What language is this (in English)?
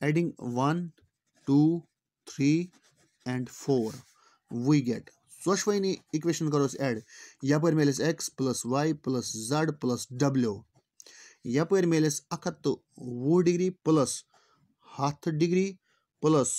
Kashmiri